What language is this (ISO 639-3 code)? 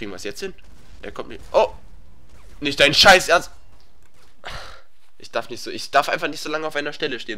deu